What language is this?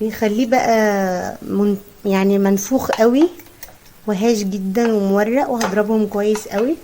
Egyptian Arabic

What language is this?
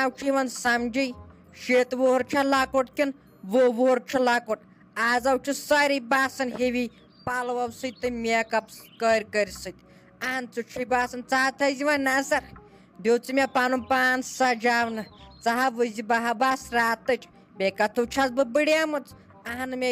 Kashmiri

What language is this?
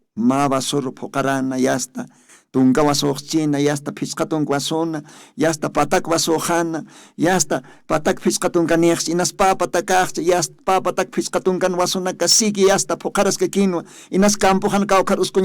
Aymara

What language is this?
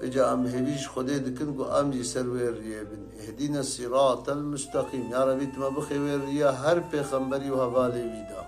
Kurdish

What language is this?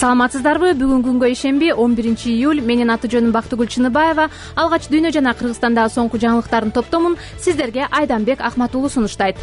Kyrgyz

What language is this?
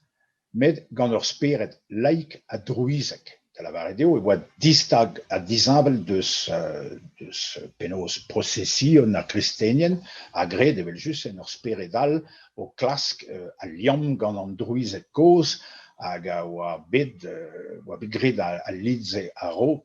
Breton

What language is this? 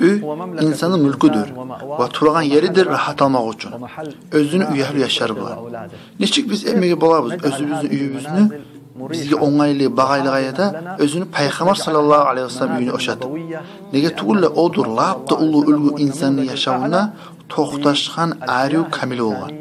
Kumyk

